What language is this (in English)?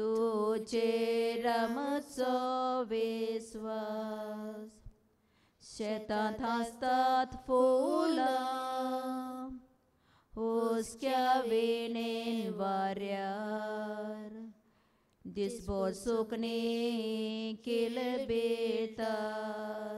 Konkani